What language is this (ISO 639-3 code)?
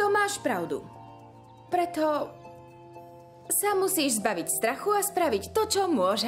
slk